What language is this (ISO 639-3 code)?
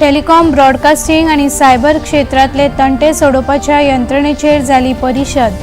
kok